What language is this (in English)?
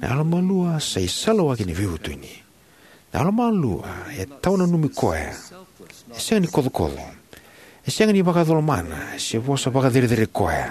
Fijian